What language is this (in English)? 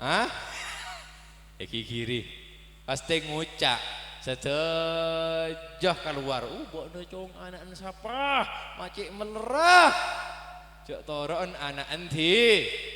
Madurese